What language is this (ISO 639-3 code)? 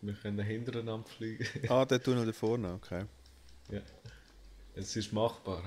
gsw